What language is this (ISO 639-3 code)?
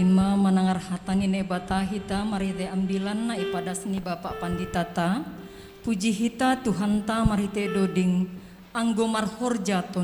bts